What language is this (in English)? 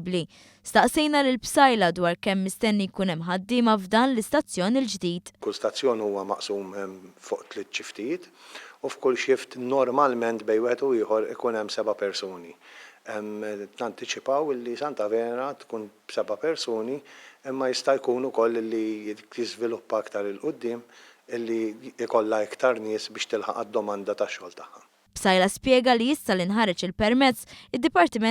Maltese